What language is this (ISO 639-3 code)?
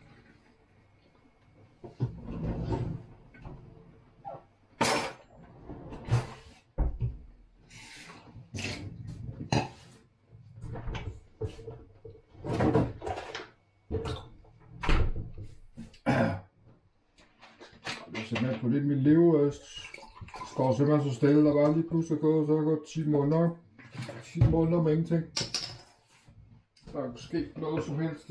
dan